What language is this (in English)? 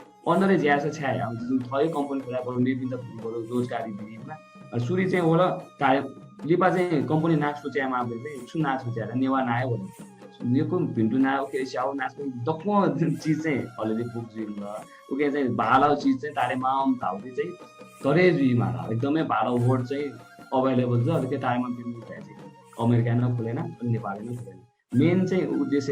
Newari